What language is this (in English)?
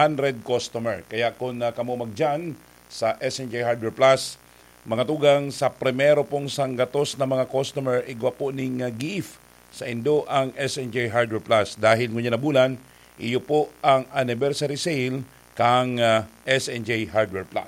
Bikol